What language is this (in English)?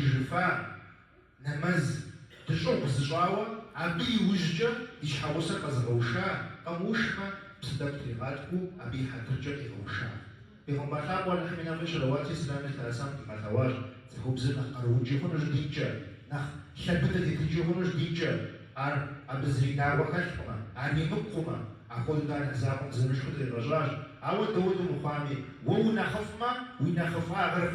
Kabardian